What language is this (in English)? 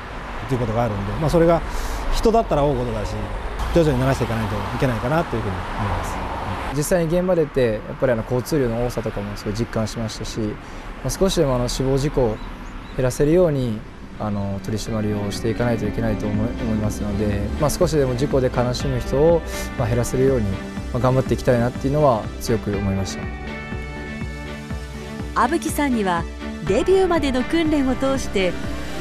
Japanese